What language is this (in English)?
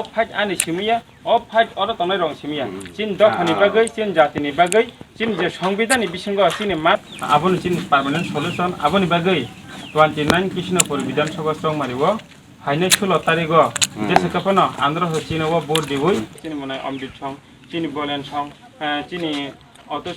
Kok Borok